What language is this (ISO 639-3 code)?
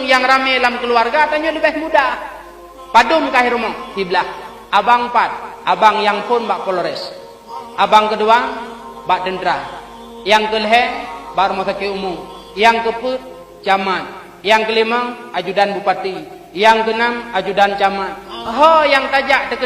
ace